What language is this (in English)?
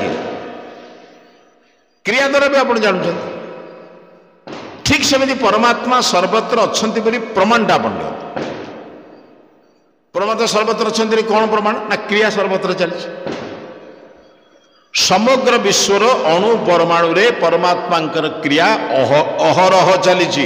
Odia